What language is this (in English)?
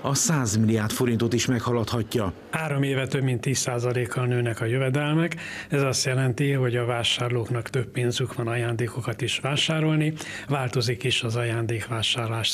Hungarian